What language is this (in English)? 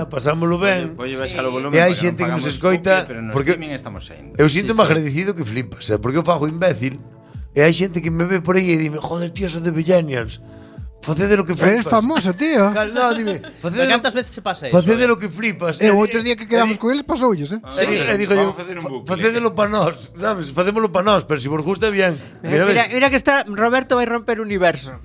Galician